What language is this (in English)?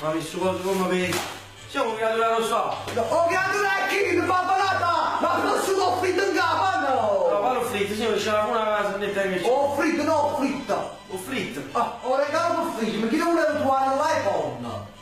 Neapolitan